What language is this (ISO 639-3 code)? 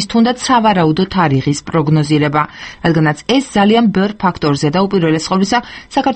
kat